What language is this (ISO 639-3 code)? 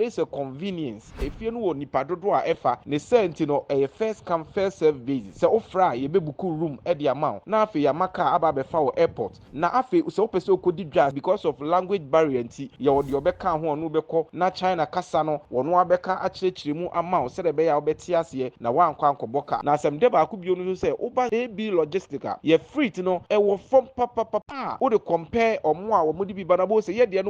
aka